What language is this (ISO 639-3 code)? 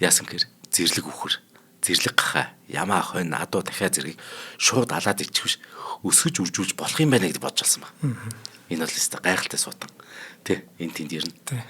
mon